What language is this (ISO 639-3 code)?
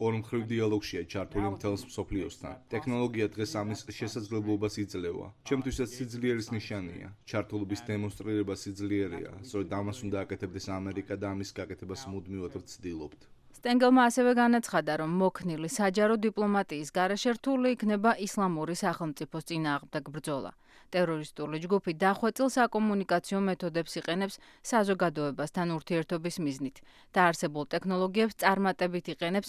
kat